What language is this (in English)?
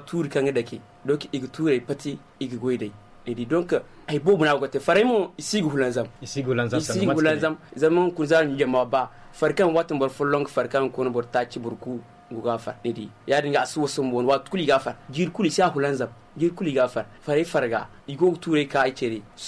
Zarma